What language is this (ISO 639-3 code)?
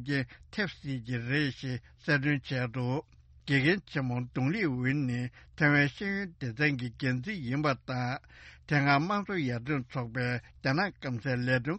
bod